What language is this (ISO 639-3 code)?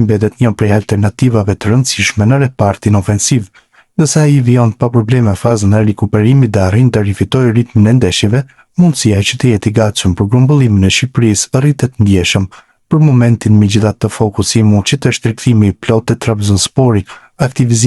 sqi